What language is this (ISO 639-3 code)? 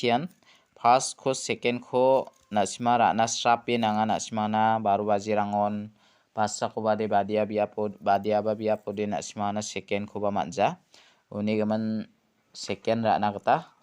grt